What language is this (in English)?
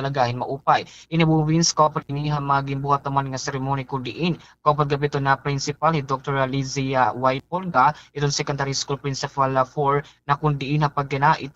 Waray